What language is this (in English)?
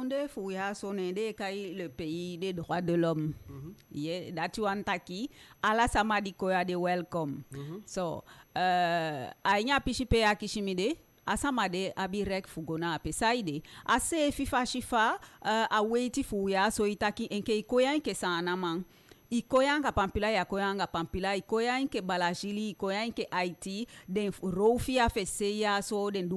Eastern Maroon Creole